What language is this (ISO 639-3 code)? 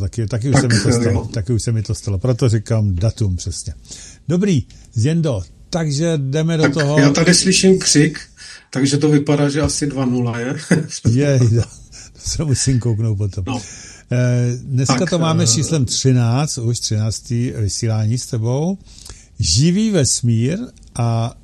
ces